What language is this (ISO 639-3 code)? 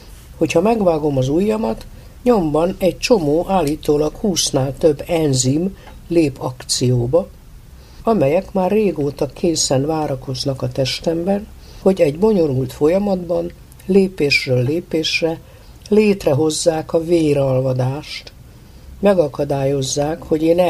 hun